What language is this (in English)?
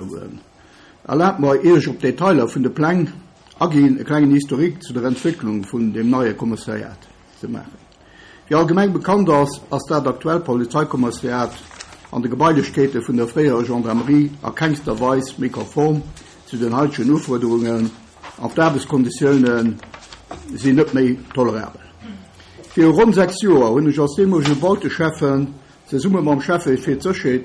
Luxembourgish